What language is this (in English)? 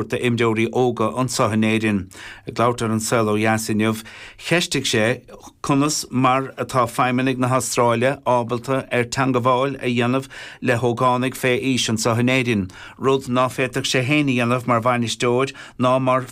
Irish